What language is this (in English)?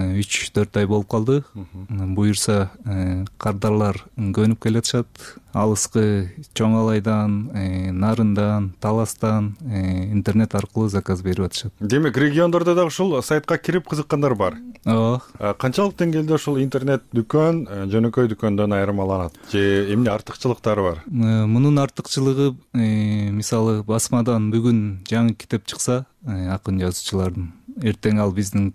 Kyrgyz